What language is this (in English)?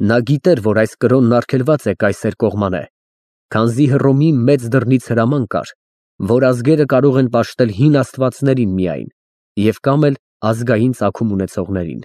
Armenian